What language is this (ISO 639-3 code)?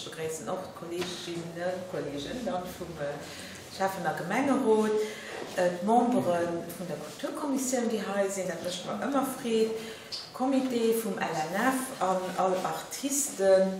ltz